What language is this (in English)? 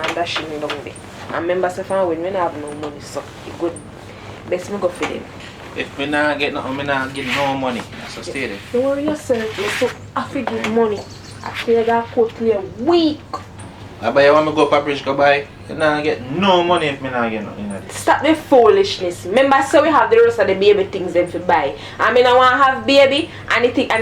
Jamaican Creole English